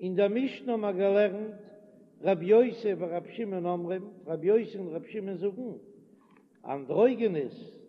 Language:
Yiddish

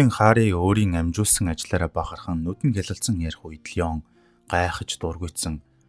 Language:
Mongolian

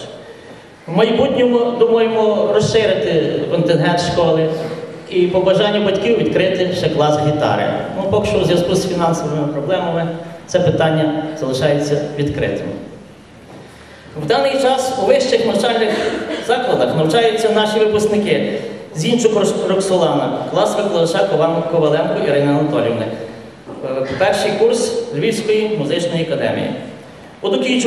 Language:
Ukrainian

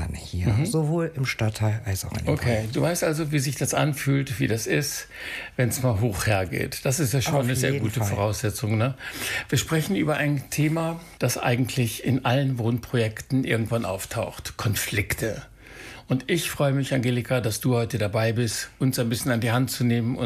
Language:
German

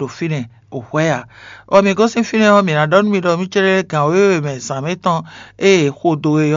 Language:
Fon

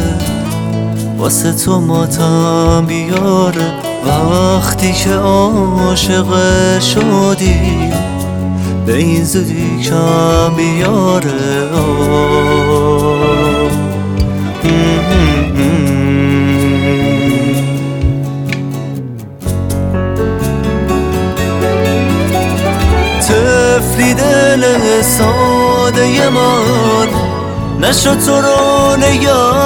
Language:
Persian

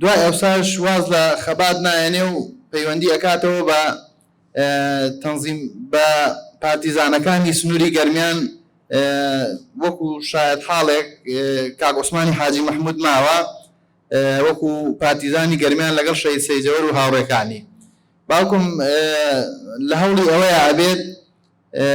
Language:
Central Kurdish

